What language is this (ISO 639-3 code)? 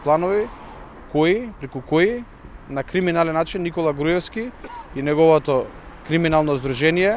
mkd